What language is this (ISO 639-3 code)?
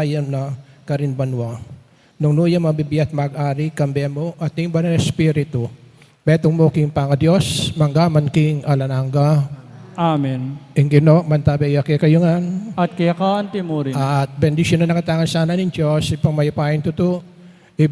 pam